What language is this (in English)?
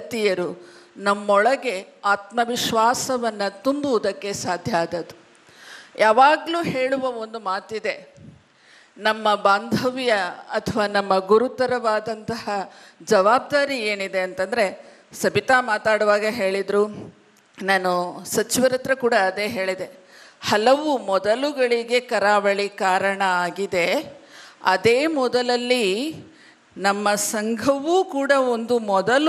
Kannada